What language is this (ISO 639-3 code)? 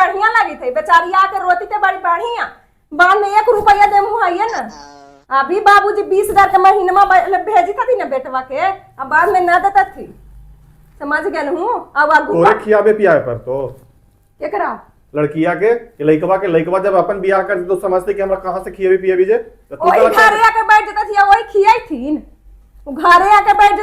mag